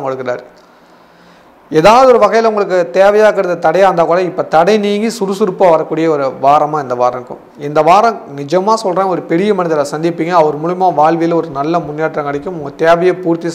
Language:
Tamil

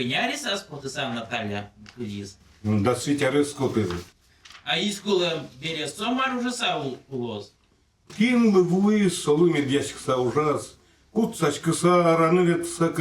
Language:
Udmurt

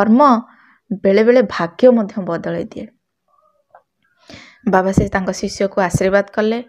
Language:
Odia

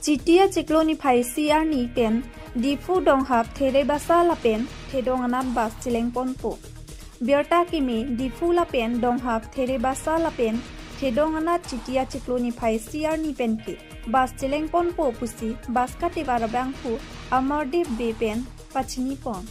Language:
Karbi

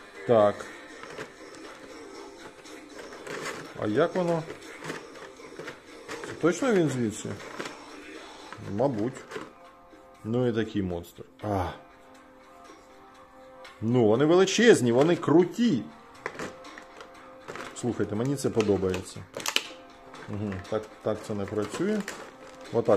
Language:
Ukrainian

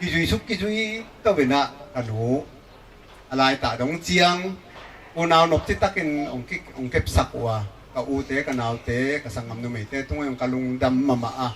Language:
Tedim Chin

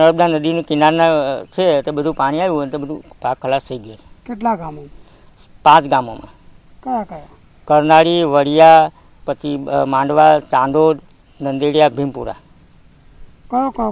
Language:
Gujarati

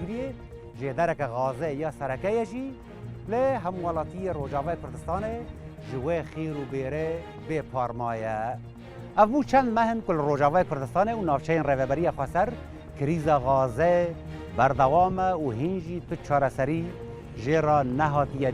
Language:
Kurdish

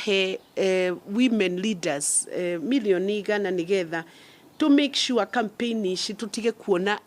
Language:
Kikuyu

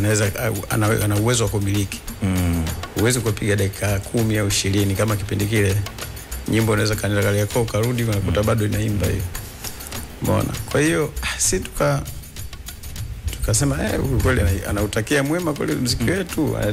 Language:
Swahili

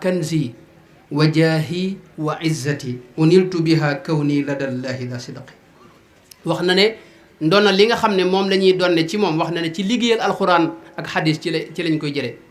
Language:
Wolof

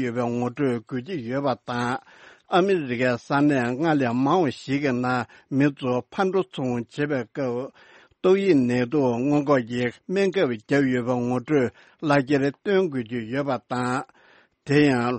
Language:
Tibetan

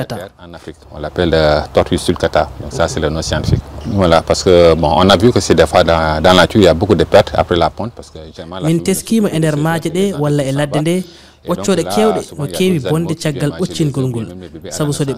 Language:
Fula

